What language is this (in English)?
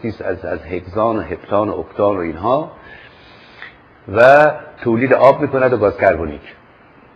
Persian